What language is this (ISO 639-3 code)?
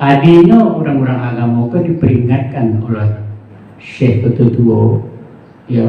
min